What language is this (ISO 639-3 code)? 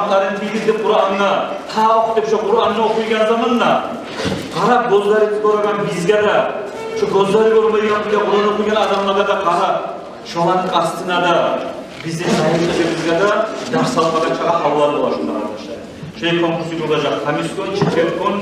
kum